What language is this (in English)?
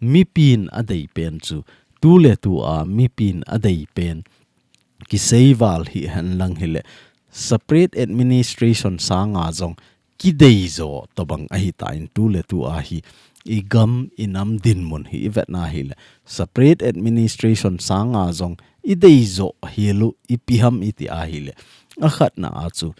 Thado Chin